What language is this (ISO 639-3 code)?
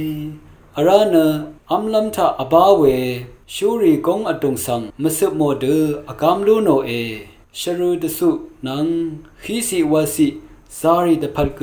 raw